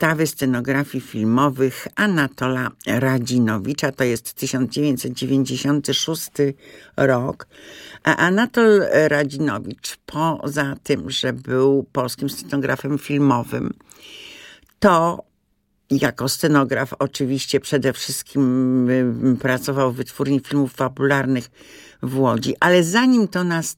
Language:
Polish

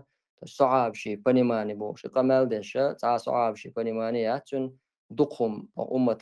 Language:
Chechen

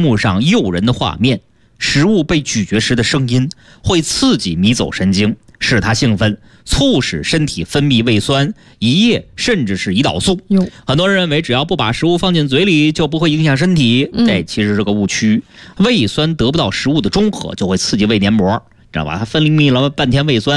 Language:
Chinese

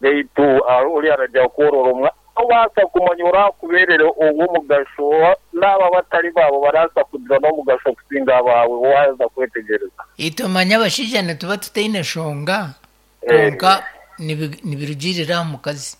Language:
Nyankole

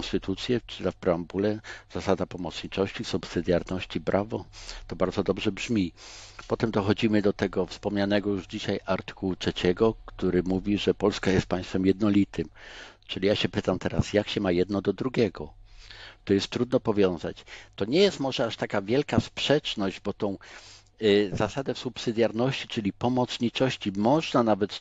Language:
Polish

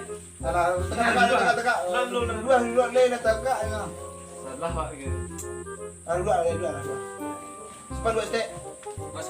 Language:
Minangkabau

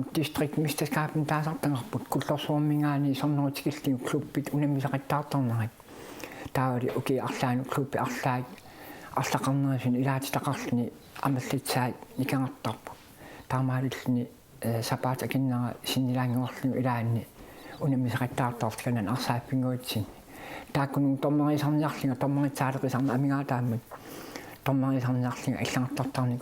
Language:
Kalaallisut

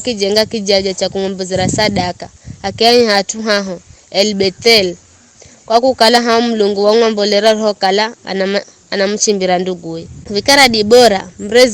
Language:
Giryama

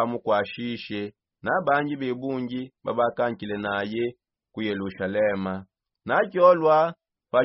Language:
Songe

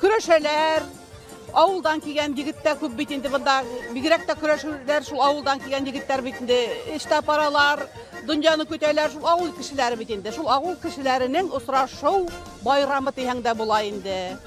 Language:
Bashkir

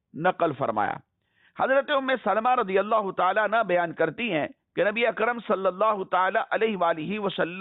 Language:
Urdu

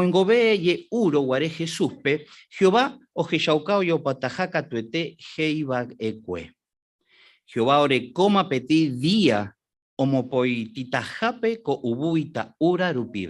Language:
Guarani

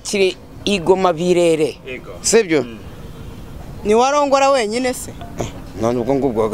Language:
Kinyarwanda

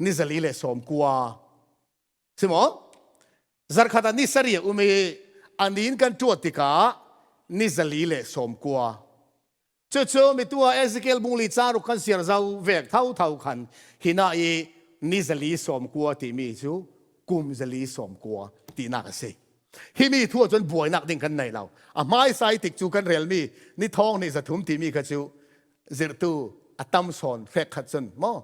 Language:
Falam Chin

